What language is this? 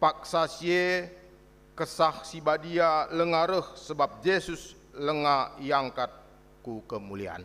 Batak Karo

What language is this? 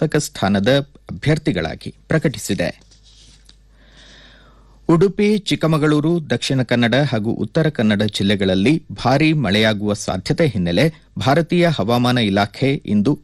Kannada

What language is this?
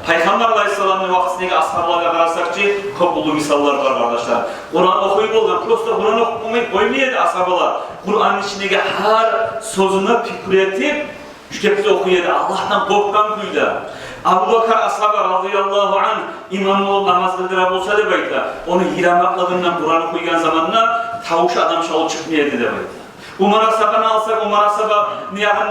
Kumyk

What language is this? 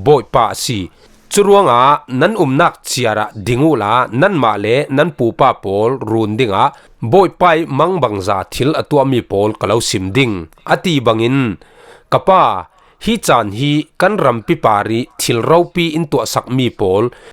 Falam Chin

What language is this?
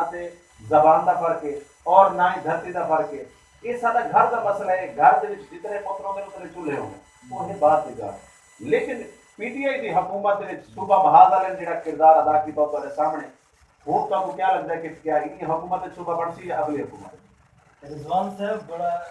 Saraiki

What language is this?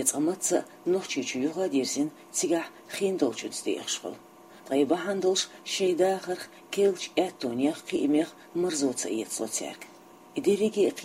Chechen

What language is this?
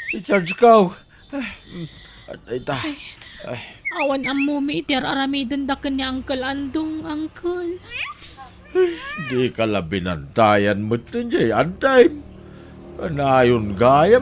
Iloko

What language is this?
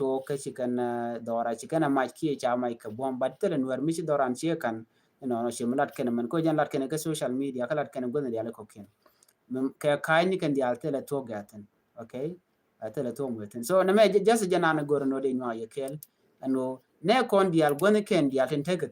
Nuer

